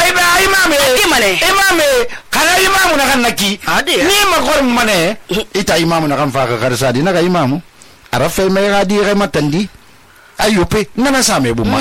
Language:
Susu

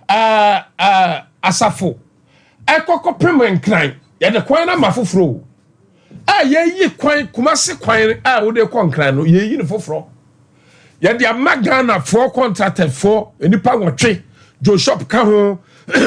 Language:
Akan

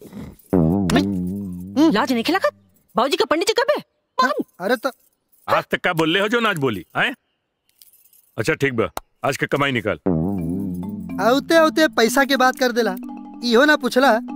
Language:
Bhojpuri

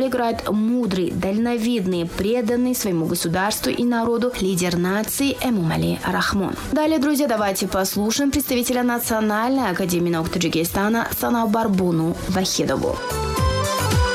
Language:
Russian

